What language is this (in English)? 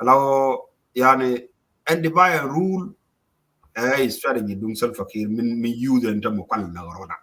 Nuer